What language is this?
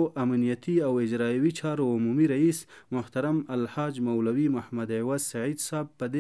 Pashto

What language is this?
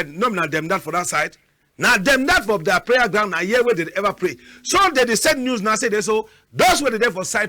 Cameroon Pidgin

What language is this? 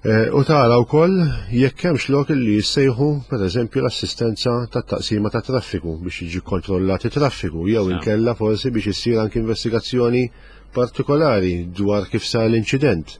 Maltese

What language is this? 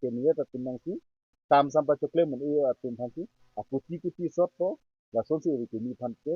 Karbi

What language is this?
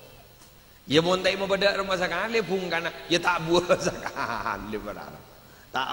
Madurese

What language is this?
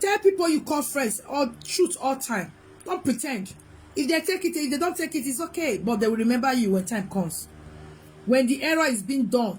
Nigerian Pidgin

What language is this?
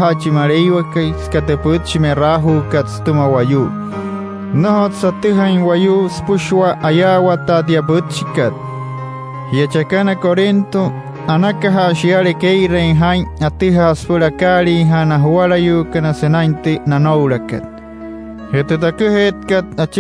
Wayuu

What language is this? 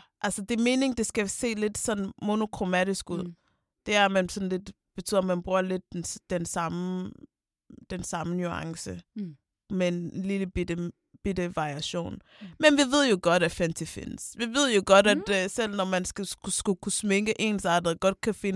Danish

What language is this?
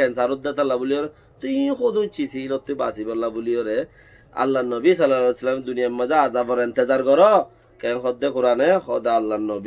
Rohingya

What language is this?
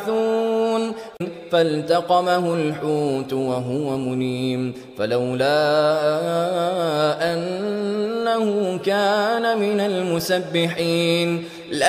Arabic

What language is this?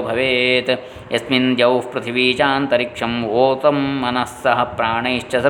Sanskrit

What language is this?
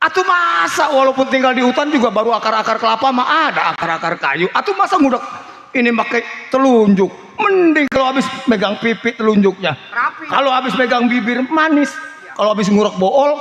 Betawi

